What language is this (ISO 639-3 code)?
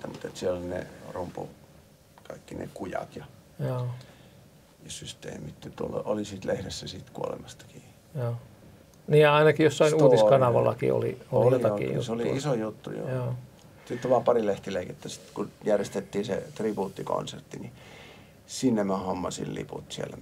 fin